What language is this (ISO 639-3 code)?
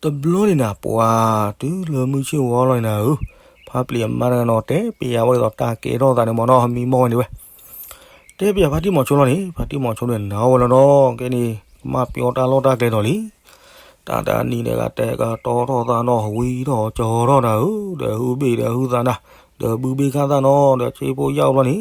ksw